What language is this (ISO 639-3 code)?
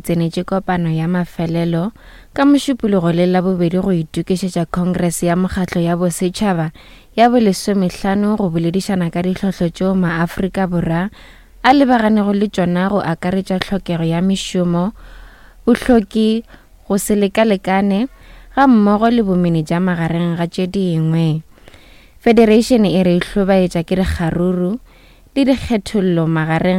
nso